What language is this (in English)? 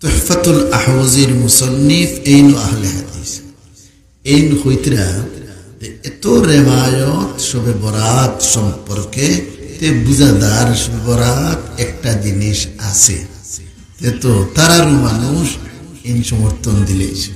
Sylheti